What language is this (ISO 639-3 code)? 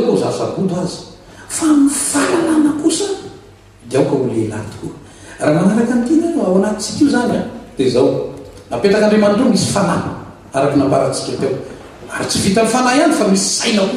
mlg